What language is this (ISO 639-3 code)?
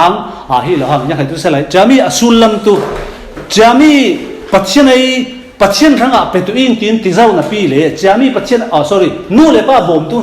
cfm